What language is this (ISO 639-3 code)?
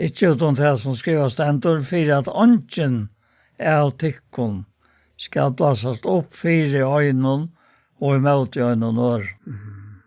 fao